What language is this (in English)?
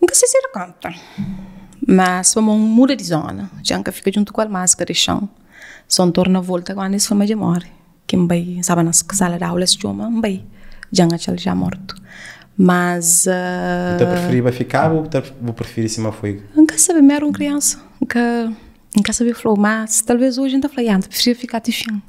Kabuverdianu